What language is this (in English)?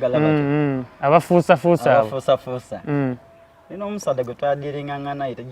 Soga